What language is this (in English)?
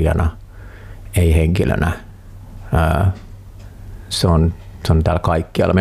Finnish